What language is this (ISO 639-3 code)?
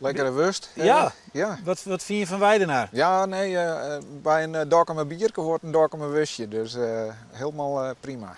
fry